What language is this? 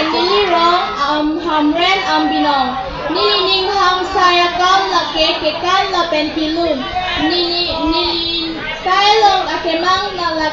Karbi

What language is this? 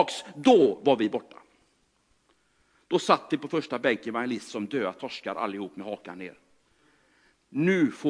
Swedish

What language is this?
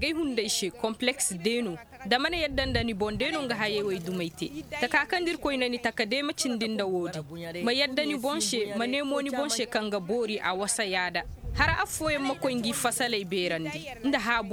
Zarma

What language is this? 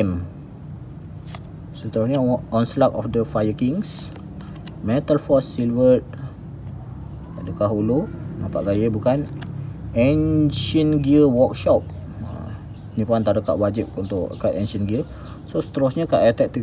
Malay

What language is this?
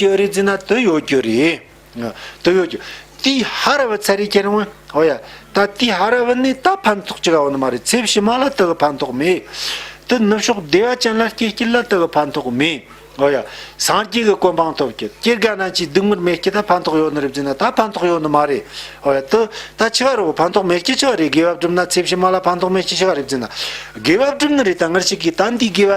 Tibetan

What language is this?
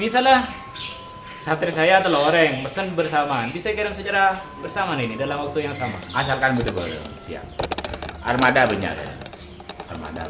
Madurese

